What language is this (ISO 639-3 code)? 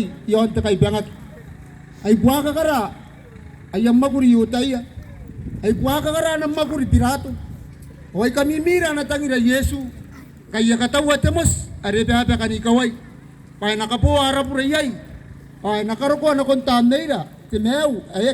gil